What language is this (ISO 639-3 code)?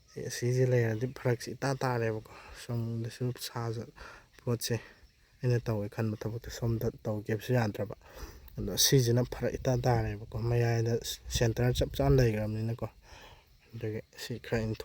mni